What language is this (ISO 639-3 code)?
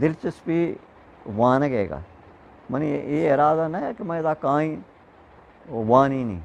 bgp